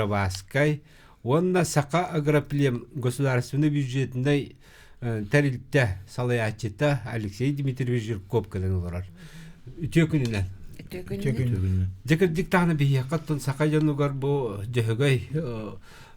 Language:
Yakut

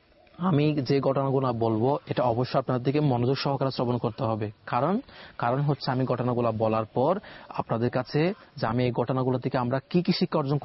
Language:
Bangla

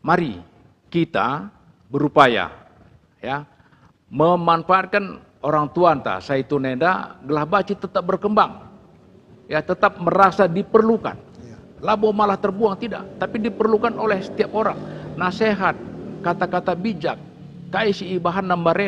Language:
Batak Karo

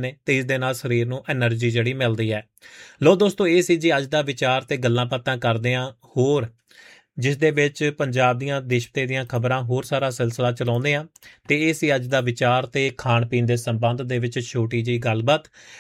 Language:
Punjabi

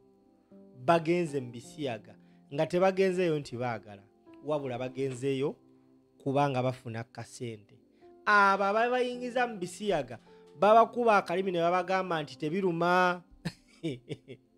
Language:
Ganda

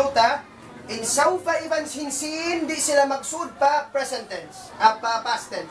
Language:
Tausug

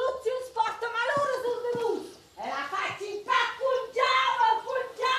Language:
Romansh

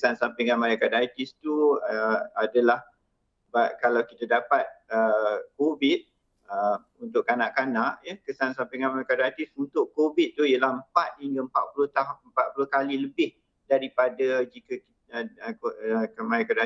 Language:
Malay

